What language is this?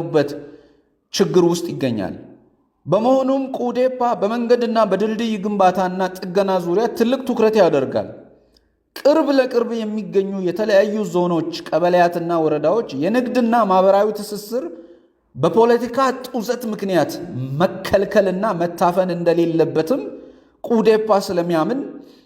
Amharic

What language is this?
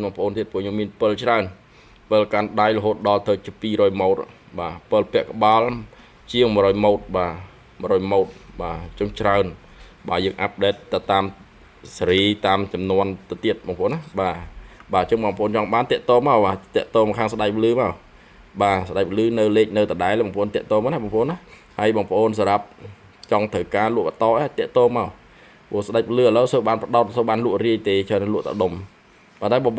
Khmer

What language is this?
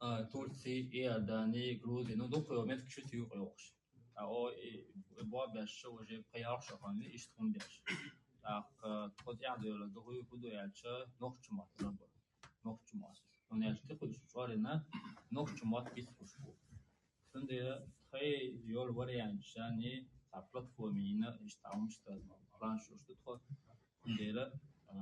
Chechen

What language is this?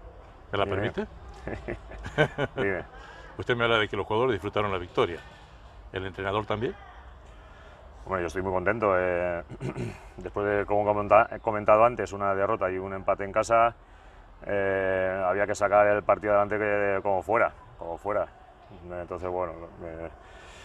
Spanish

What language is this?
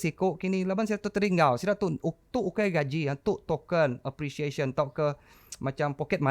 Iban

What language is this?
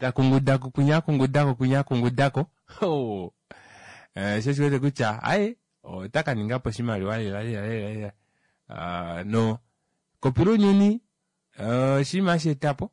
Kuanyama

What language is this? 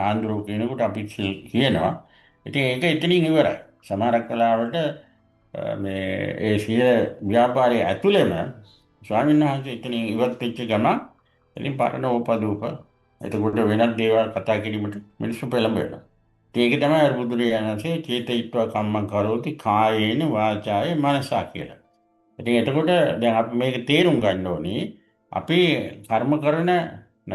Sinhala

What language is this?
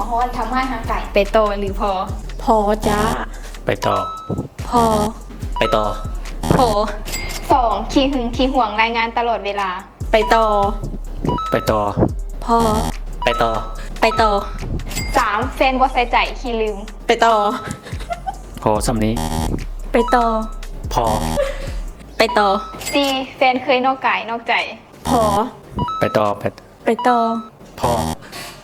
Lao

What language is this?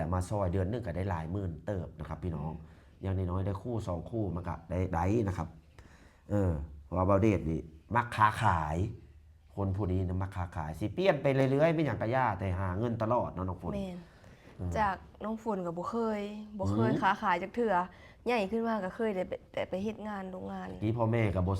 Lao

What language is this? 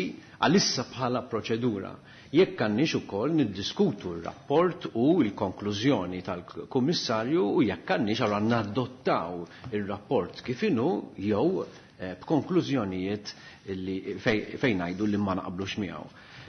Maltese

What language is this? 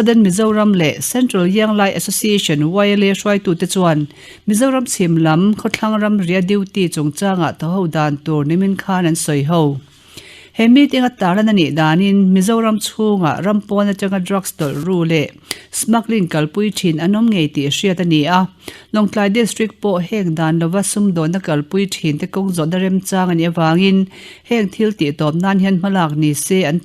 Mizo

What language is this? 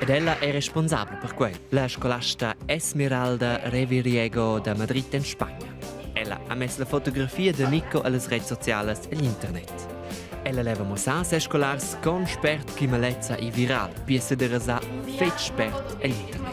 Romansh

